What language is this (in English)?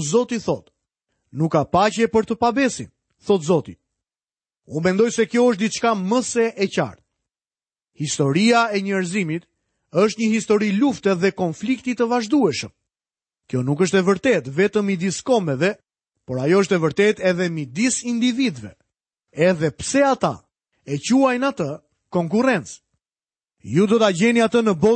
Albanian